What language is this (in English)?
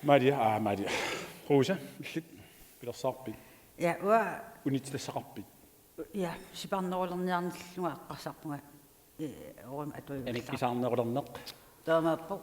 Kalaallisut